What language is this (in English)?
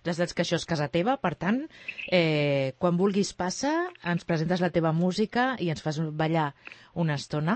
Catalan